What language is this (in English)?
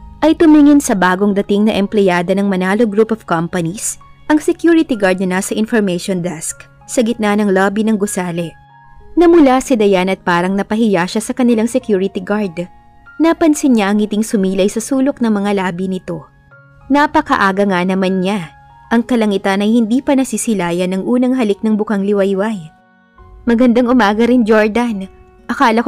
Filipino